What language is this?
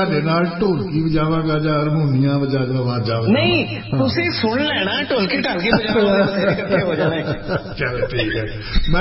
Punjabi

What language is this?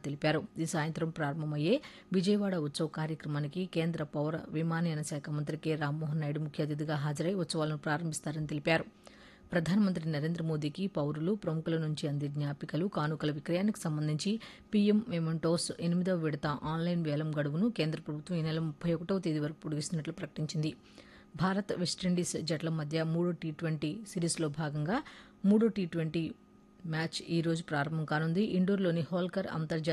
Telugu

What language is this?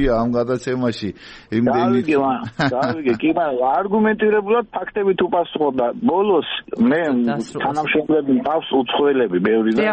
Georgian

